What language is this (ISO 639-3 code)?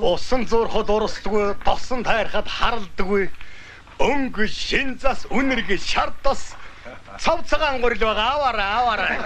mon